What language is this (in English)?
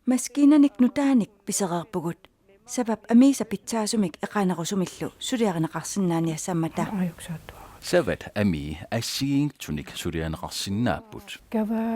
Kalaallisut